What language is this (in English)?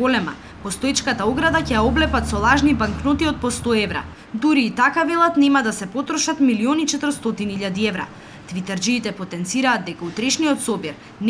Macedonian